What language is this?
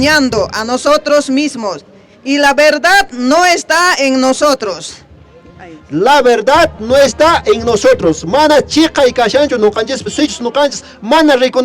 Quechua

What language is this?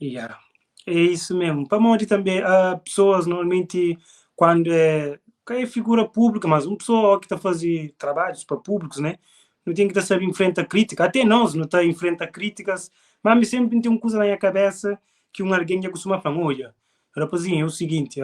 Kabuverdianu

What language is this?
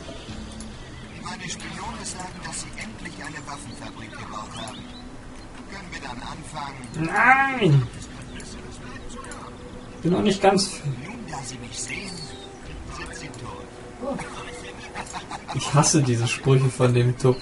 German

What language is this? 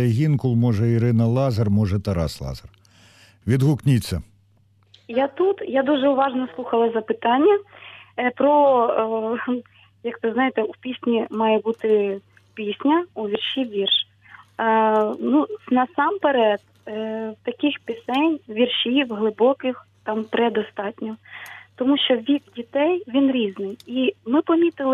Ukrainian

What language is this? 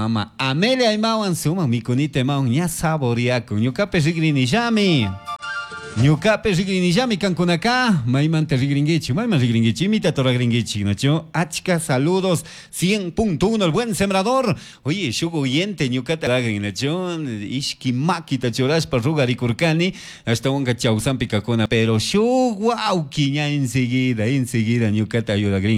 Chimborazo Highland Quichua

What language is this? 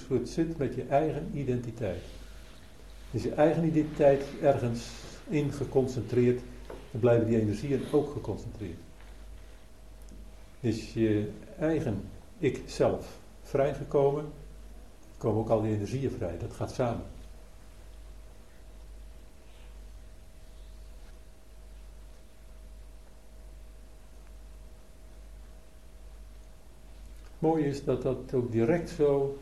Dutch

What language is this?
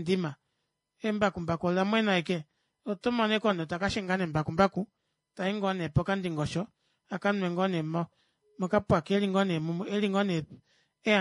Kuanyama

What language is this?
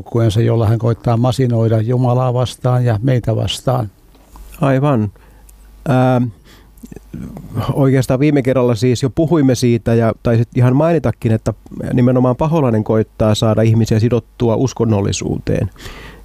Finnish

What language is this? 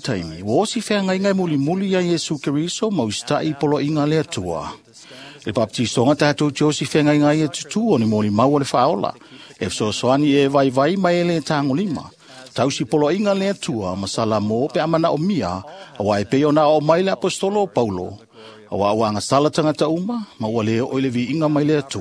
Samoan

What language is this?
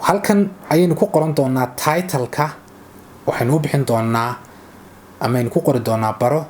Somali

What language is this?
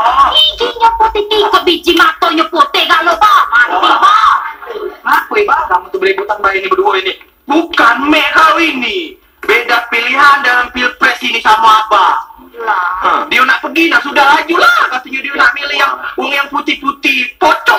Musi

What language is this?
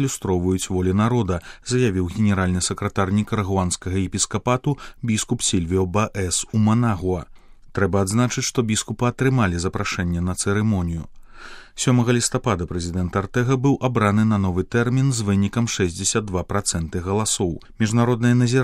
Belarusian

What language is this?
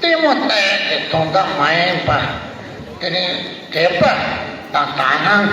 Tibetan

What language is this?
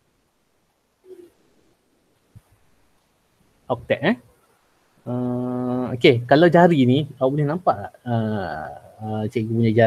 Malay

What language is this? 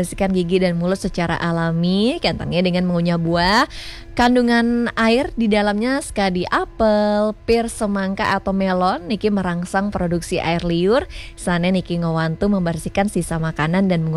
Balinese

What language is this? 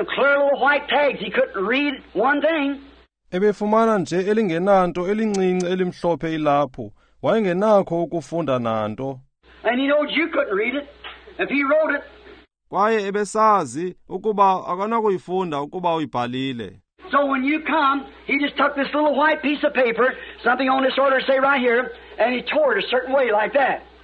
Xhosa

